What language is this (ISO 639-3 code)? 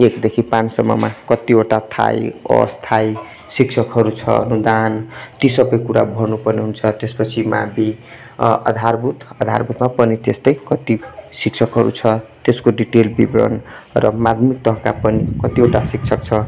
nep